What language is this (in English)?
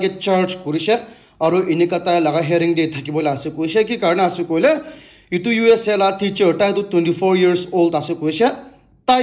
Naga Pidgin